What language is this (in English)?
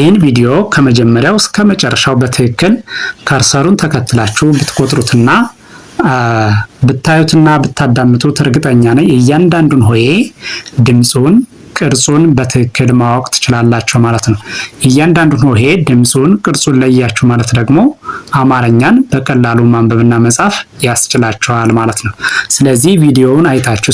Amharic